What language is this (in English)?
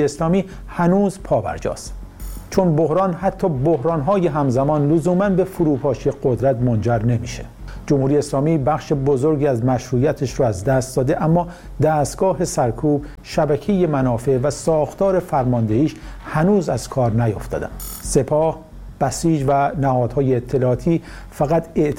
Persian